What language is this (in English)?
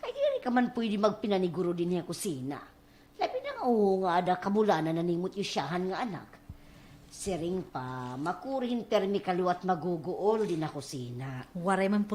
Waray